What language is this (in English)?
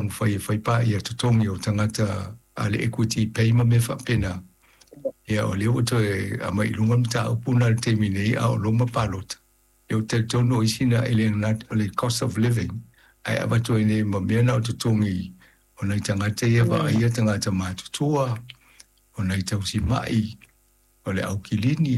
Samoan